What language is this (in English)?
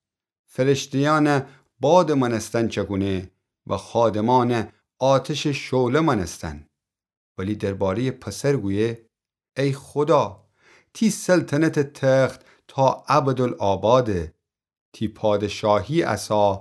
Gilaki